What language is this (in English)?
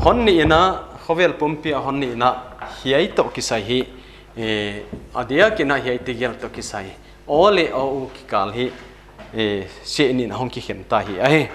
Paite Chin